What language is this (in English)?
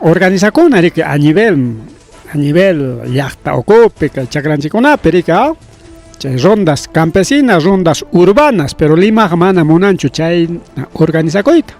Ayacucho Quechua